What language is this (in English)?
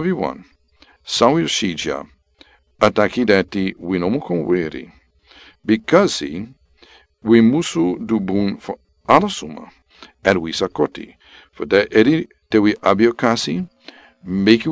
Sranan Tongo